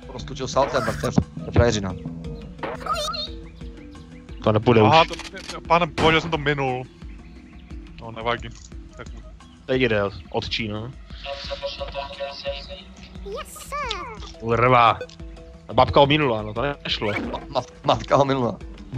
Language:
Czech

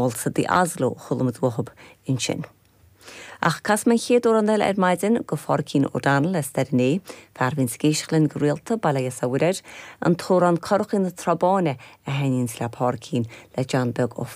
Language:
Irish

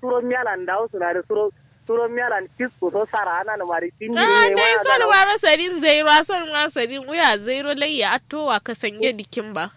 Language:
Kanuri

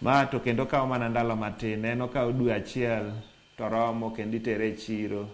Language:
Luo (Kenya and Tanzania)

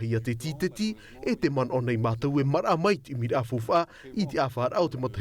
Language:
Tahitian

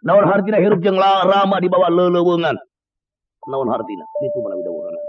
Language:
Sundanese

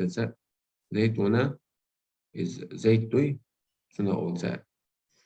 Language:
Chechen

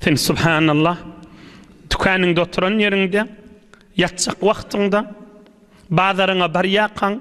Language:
Turkmen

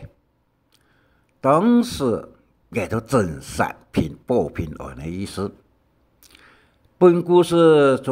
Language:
Hakka Chinese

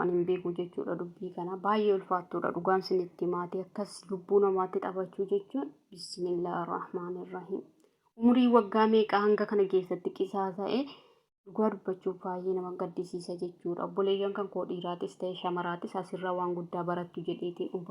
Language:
Oromo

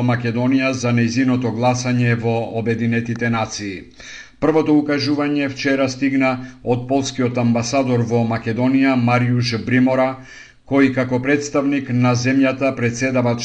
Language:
Macedonian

